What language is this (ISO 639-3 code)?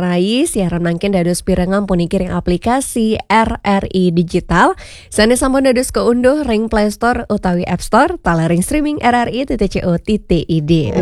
ban